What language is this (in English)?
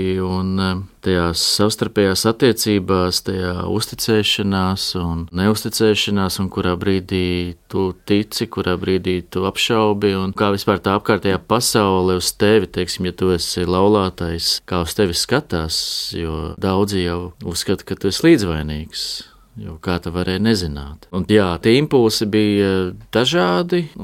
Latvian